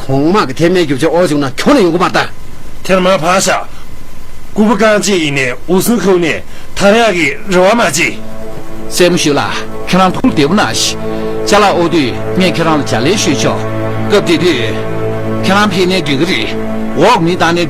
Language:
Tibetan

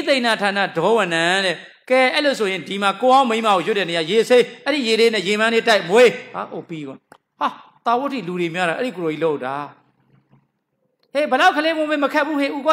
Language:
Burmese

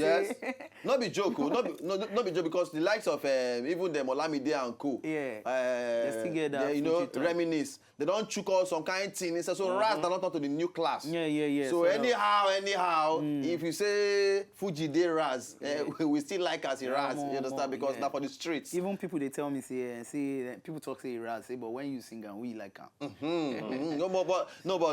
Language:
Nigerian Pidgin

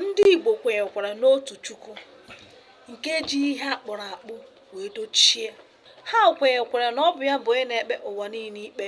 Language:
Igbo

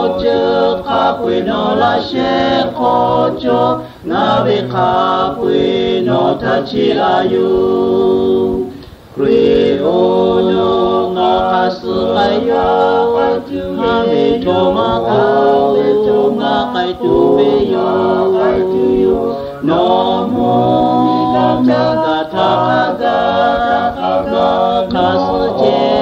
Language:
Lahu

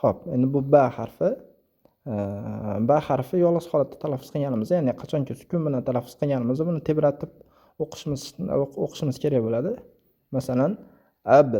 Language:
Uzbek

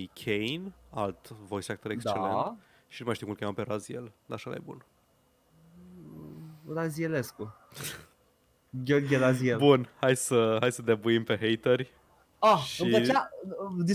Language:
Romanian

